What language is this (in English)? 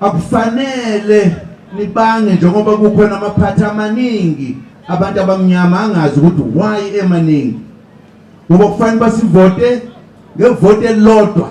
Zulu